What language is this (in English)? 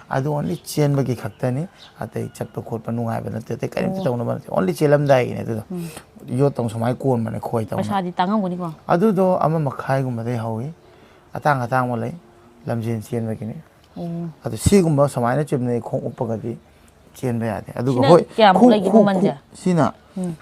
Manipuri